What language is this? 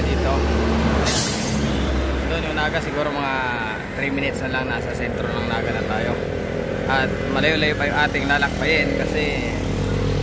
Filipino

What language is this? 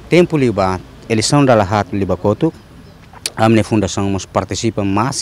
Tetum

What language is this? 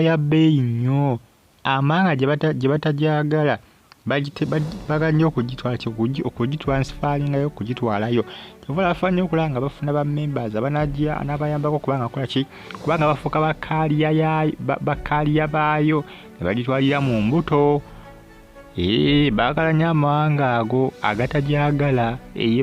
Ganda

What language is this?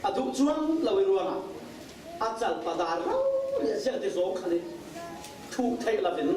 Falam Chin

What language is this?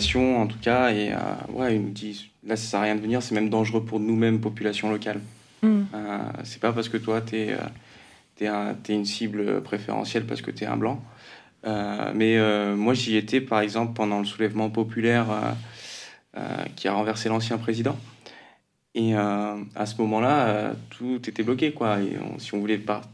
French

